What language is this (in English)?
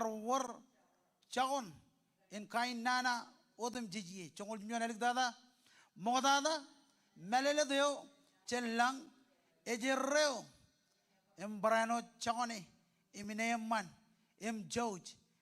Marshallese